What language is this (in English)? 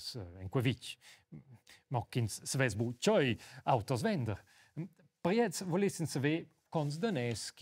Romansh